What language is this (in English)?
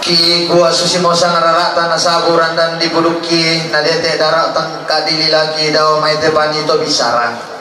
Toraja-Sa'dan